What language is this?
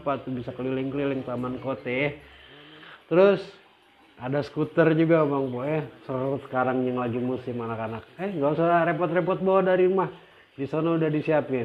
Betawi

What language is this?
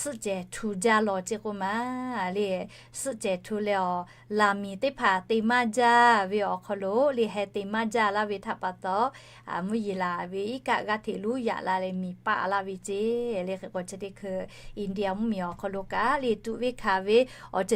Lahu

